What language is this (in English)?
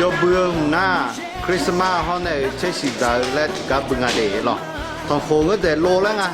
Akha